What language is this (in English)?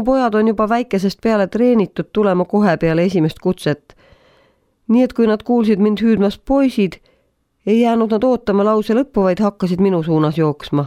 Estonian